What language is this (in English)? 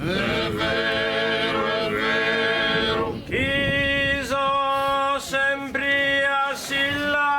Sardinian